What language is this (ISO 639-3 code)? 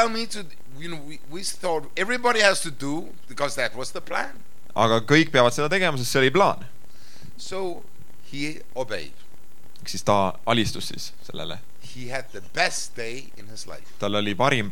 est